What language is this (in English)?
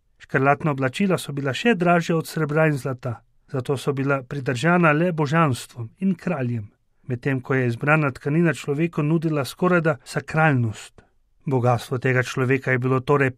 Slovenian